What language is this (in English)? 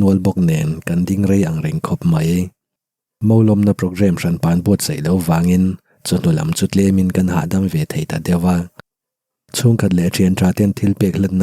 Mizo